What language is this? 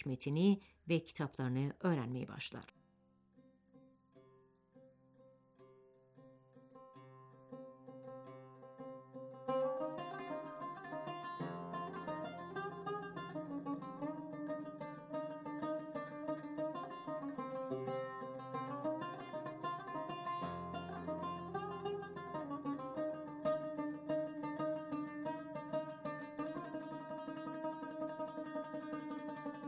Turkish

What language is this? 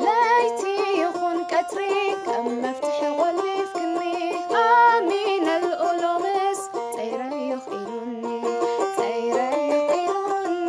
Tigrinya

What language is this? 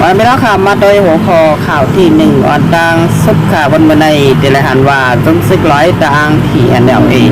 Shan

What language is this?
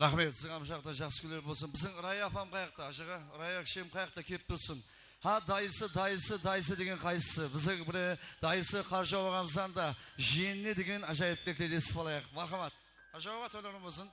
Kara-Kalpak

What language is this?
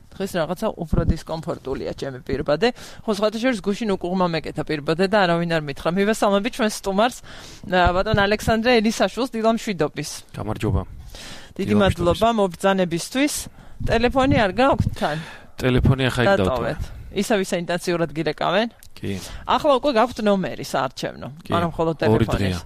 Georgian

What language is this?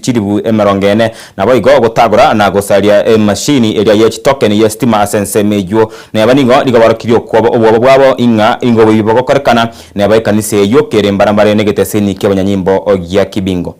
Gusii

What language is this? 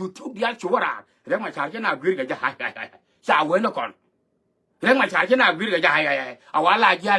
Nuer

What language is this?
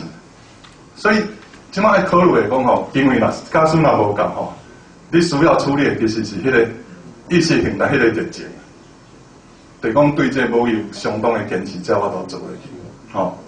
Min Nan Chinese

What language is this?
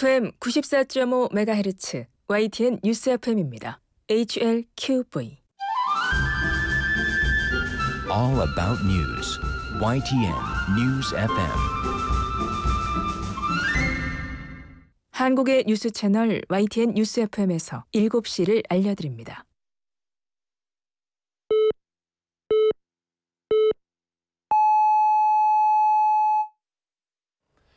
Korean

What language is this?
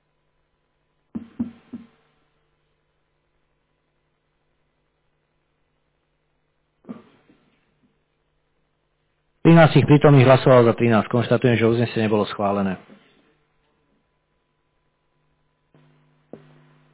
Slovak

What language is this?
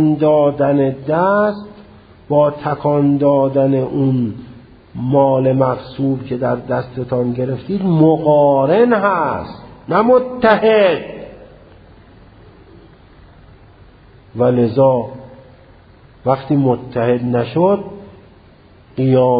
Persian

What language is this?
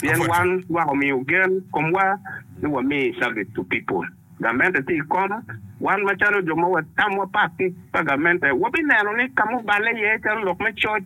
Acoli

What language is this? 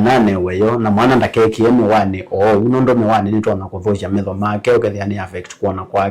Kamba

